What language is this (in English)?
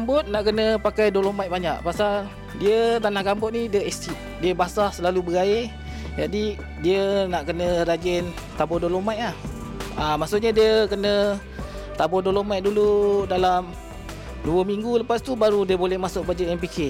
Malay